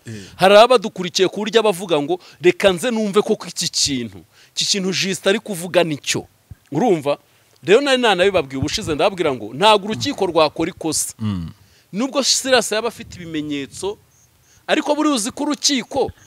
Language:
Kinyarwanda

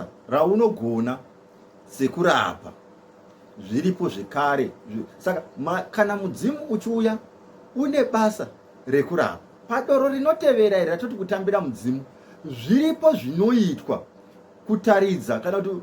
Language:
Shona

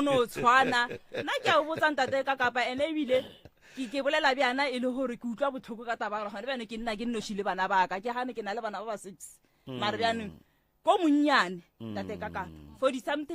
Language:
Northern Sotho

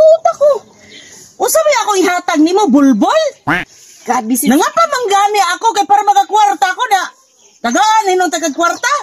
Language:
Cebuano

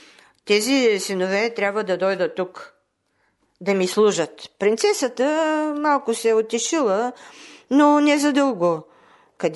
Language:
Bulgarian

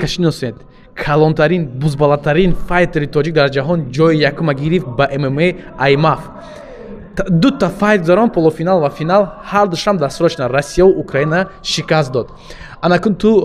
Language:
Tajik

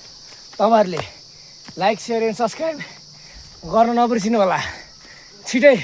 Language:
Nepali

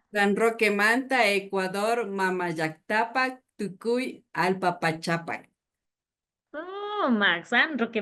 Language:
Imbabura Highland Quichua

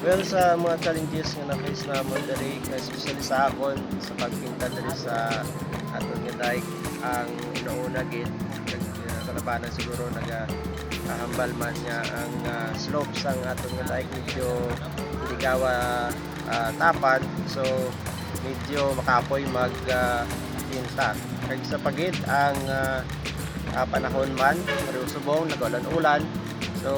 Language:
Hiligaynon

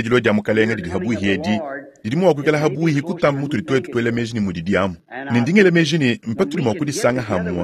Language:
Luba-Lulua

